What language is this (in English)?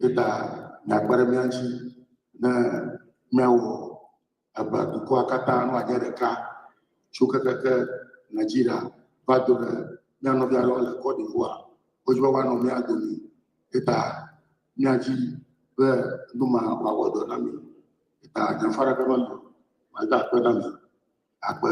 Ewe